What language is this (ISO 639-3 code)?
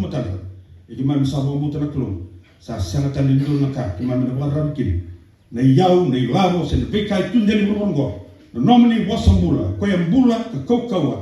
fij